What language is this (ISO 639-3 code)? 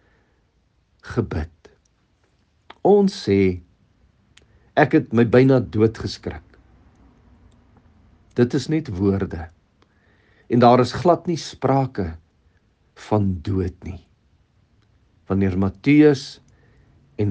afr